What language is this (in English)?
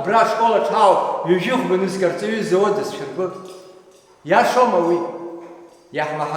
Abkhazian